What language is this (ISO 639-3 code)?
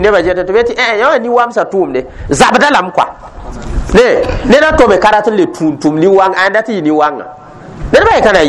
mos